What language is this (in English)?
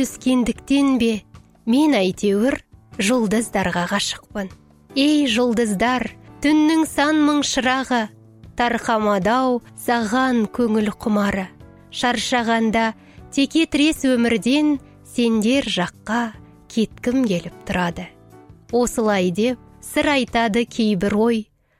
Kazakh